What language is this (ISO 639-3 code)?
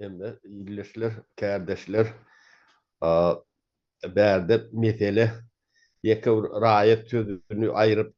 tuk